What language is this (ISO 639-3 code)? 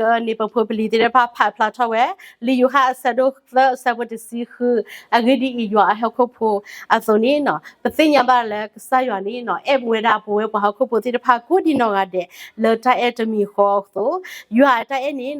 ksw